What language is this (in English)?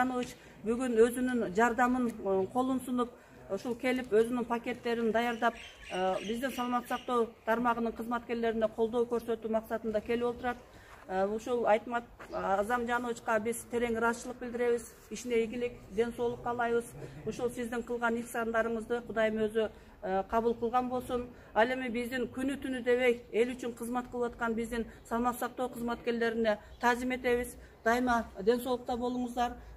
Kyrgyz